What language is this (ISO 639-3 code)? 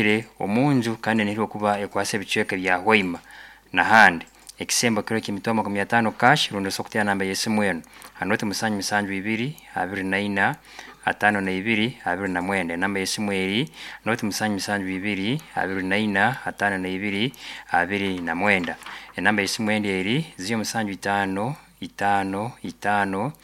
nyo